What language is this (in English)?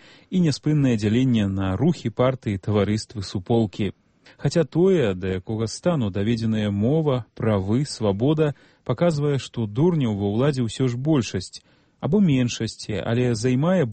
Belarusian